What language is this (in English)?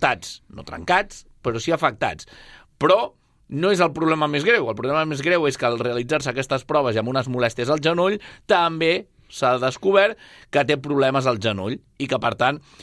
Catalan